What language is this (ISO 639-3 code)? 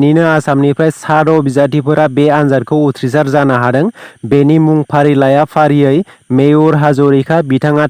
brx